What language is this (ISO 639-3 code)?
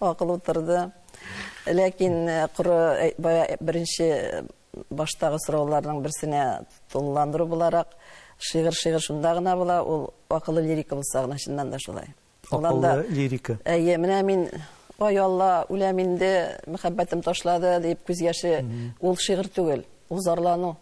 tat